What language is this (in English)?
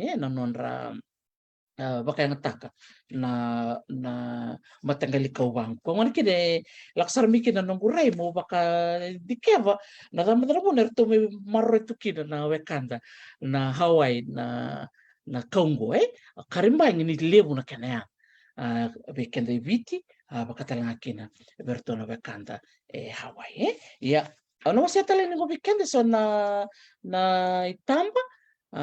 Fijian